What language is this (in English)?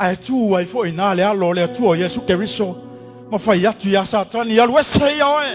Samoan